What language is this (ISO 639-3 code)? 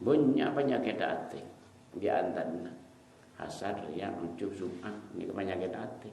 mad